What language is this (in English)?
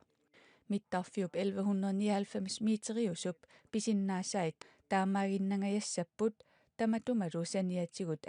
Kalaallisut